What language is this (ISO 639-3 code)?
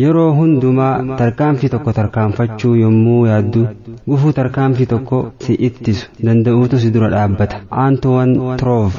orm